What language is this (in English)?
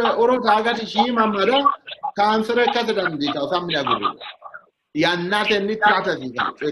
Sidamo